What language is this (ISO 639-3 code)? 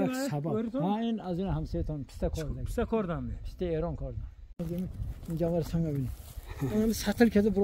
tgk